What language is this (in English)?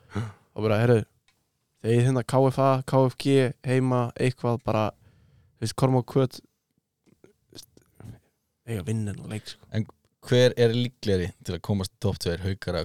Icelandic